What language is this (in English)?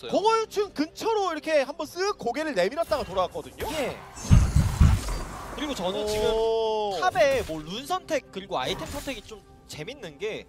Korean